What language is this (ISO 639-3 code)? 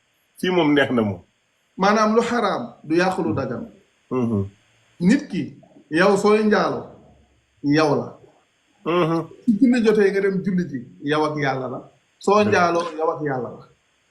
wol